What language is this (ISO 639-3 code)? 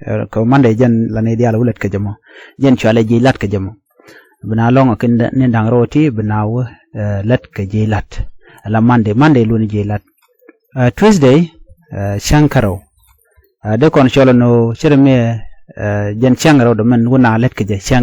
nus